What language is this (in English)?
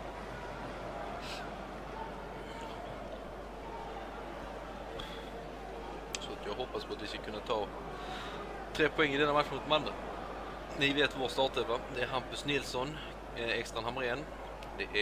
Swedish